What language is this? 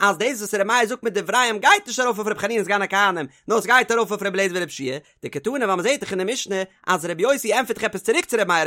Yiddish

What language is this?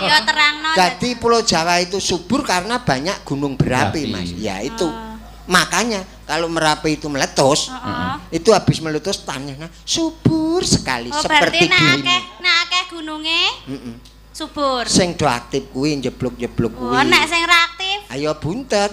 Javanese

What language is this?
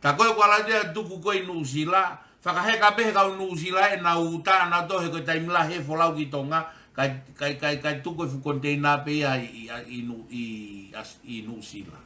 Tongan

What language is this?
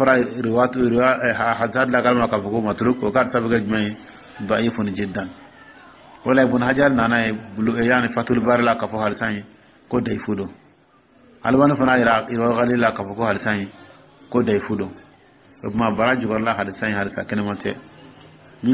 Dyula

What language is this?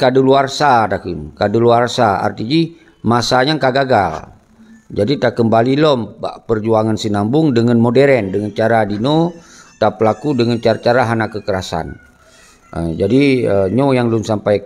Achinese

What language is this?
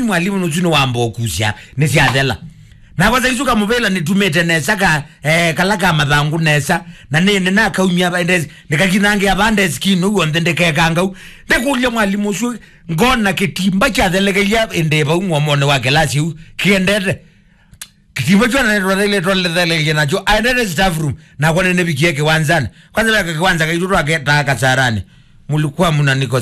Kamba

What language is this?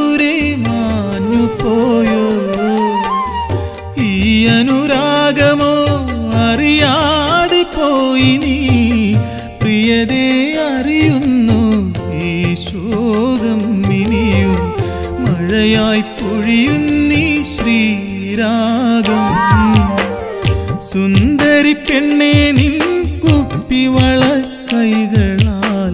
Malayalam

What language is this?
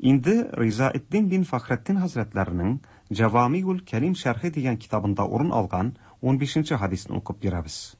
Tatar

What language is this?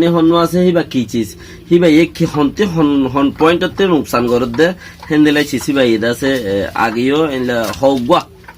Rohingya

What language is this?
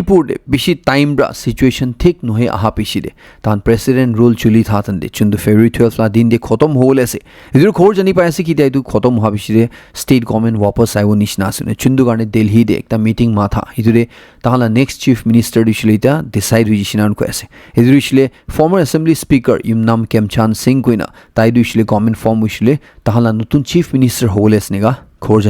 Naga Pidgin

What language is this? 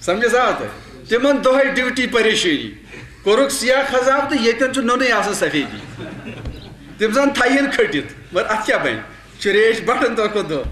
Kashmiri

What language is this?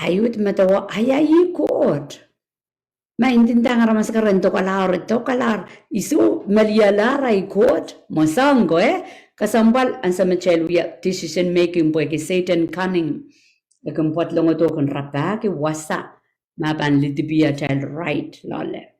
Pohnpeian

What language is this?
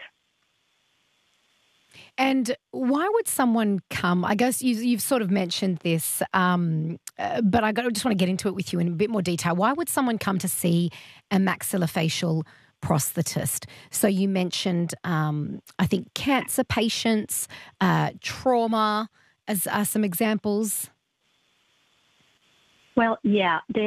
English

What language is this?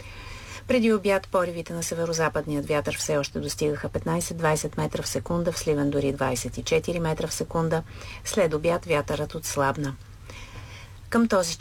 Bulgarian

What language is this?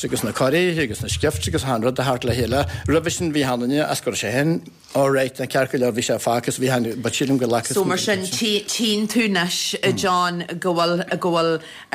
Irish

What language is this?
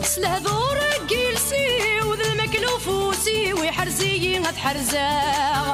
Kabyle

